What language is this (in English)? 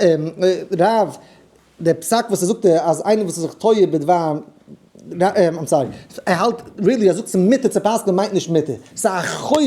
Yiddish